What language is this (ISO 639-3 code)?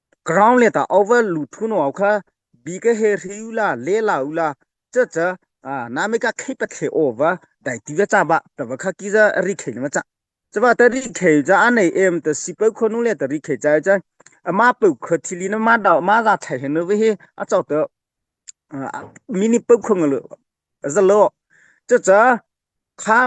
mrh